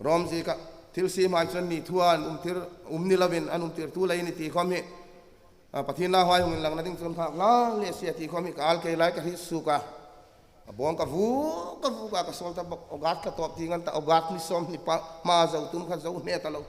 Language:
Hmar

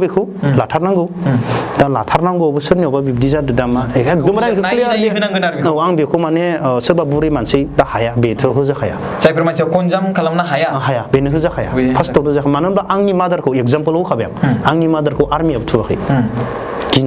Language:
Bodo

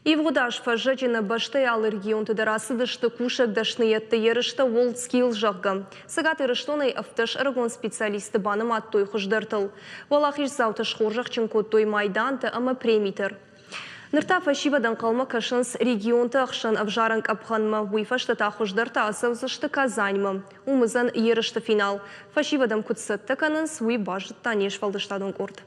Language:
Ossetic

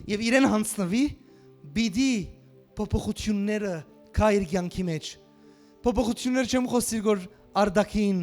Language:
Western Armenian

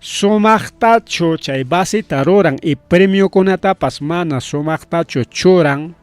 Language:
Ayacucho Quechua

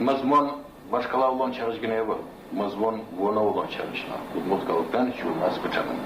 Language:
Udmurt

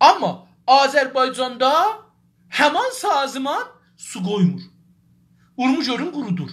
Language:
South Azerbaijani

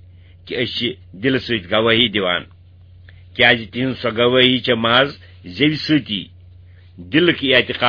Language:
Kashmiri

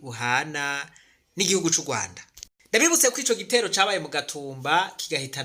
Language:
Rundi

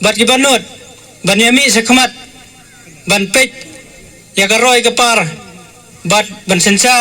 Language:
Khasi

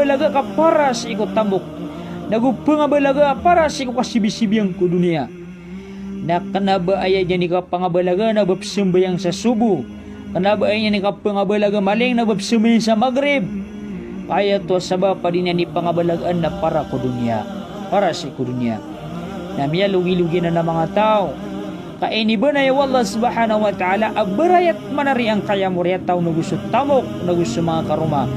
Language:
Maranao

